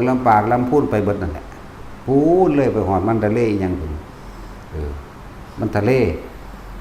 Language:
Lao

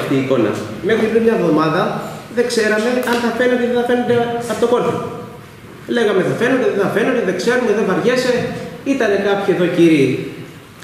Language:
Greek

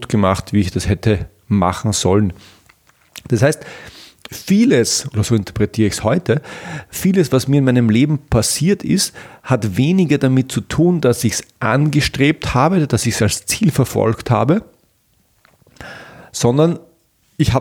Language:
German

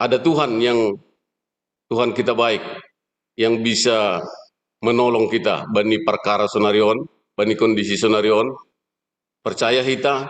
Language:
Batak Simalungun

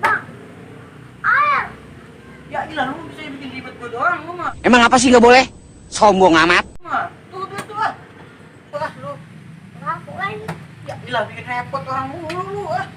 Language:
Betawi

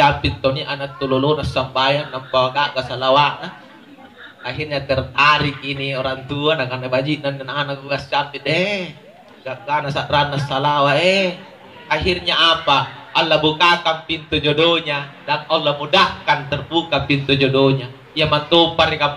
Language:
Makasar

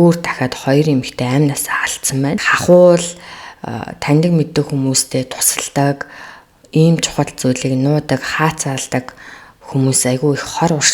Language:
Mongolian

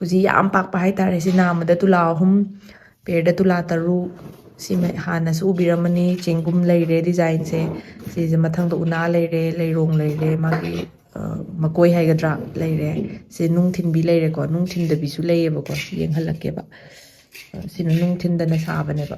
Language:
Manipuri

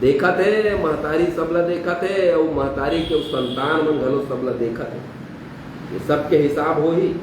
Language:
Chhattisgarhi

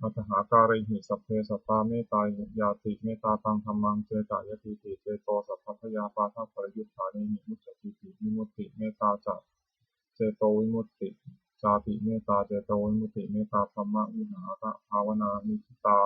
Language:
Pali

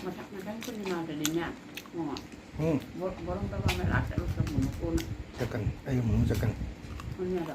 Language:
Manipuri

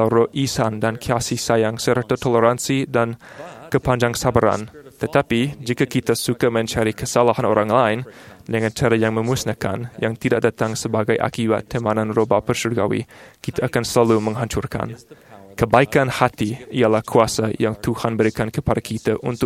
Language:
Malay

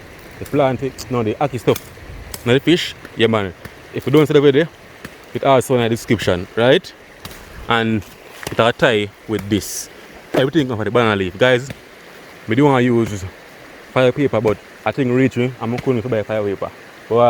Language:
Jamaican Creole English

